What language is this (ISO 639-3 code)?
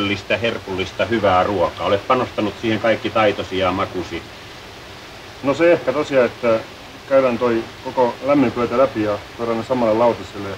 fin